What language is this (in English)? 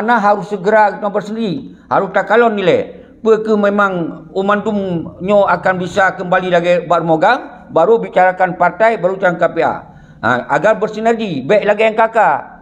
Achinese